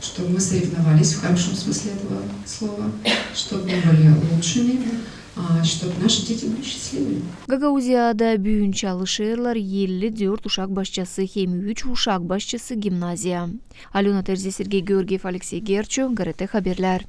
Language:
Gagauz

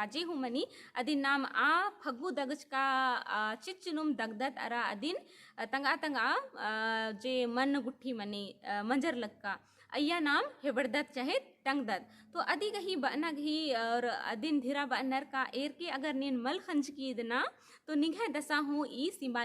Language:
Kurukh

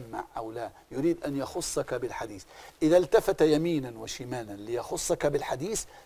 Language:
Arabic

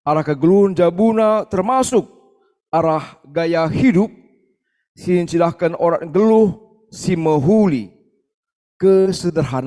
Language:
Batak Karo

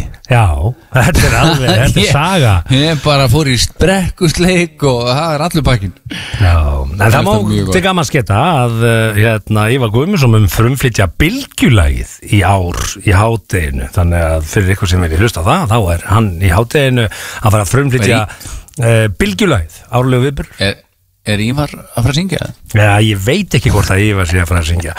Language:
Icelandic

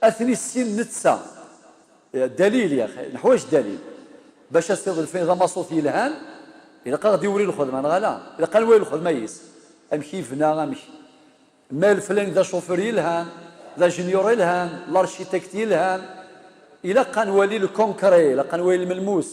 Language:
Kabyle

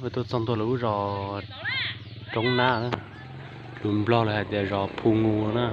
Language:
Hmong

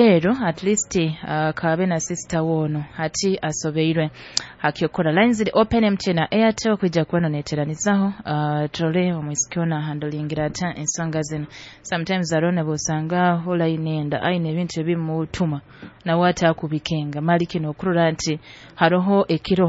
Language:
Nyoro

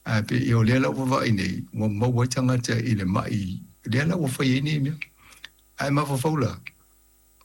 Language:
Samoan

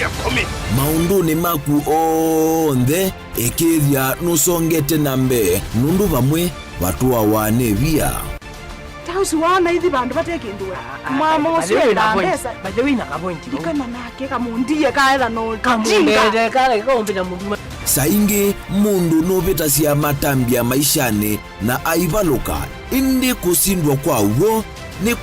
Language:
Kamba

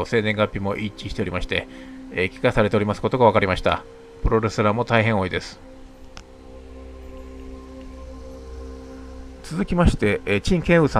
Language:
Japanese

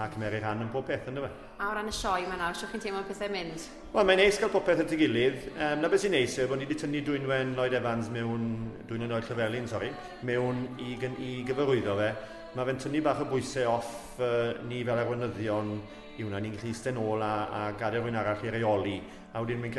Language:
Welsh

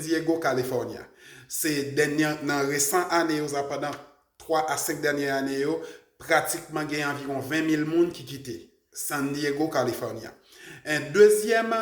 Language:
Haitian Creole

